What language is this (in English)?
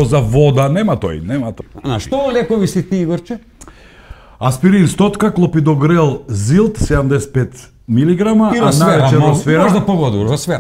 Macedonian